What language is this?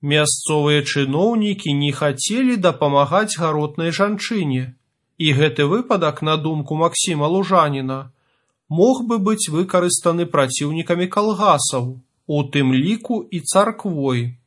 Belarusian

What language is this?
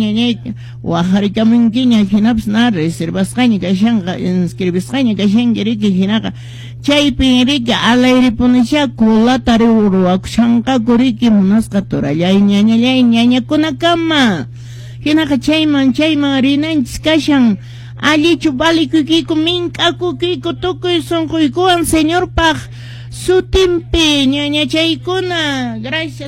Quechua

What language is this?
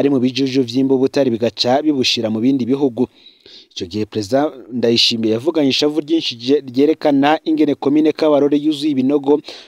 Rundi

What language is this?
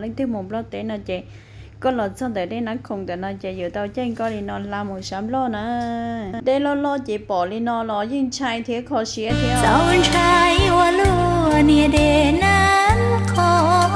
Hmong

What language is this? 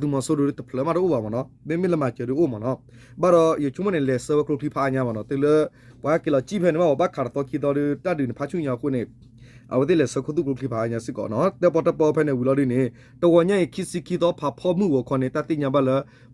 S'gaw Karen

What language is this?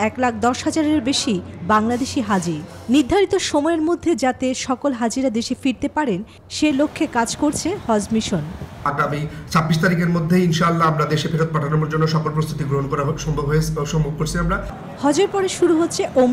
Bangla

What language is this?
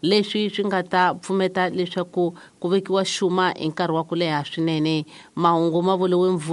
Tsonga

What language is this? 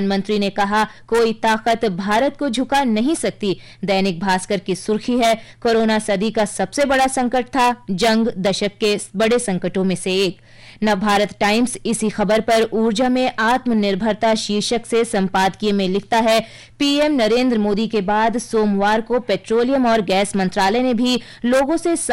Hindi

